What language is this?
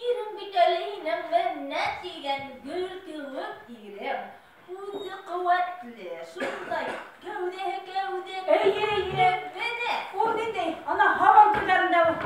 Bashkir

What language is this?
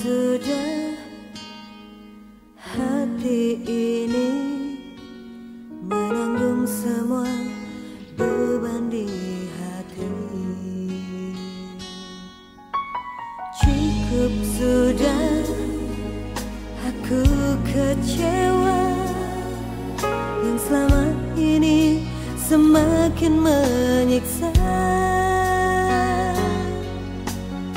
Indonesian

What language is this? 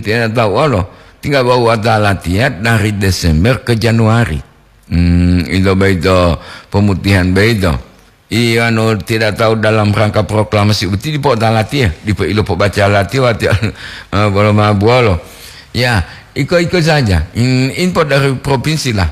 Gorontalo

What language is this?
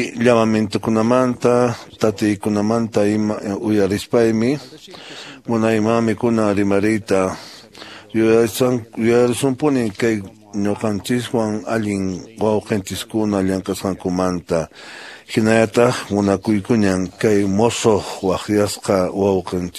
Quechua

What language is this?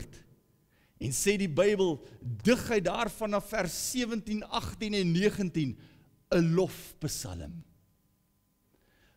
Afrikaans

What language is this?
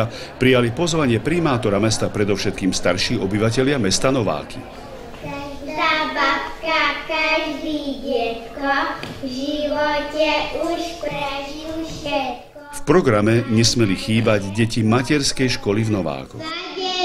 Slovak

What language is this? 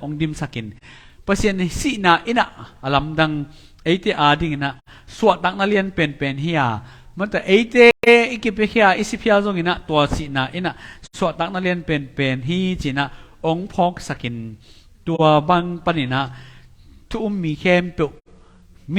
Tedim Chin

